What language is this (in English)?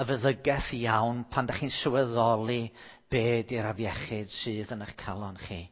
Welsh